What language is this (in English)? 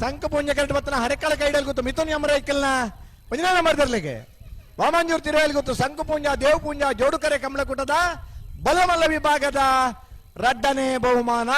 Tulu